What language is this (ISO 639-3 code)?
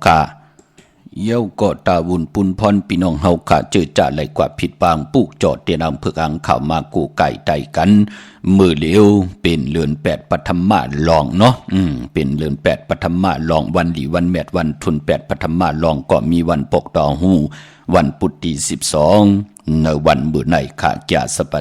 shn